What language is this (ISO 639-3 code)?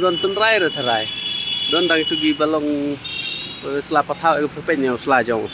kha